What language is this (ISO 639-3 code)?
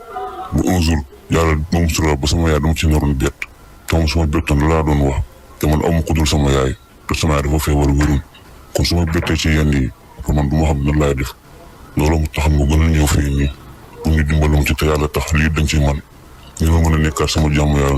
wol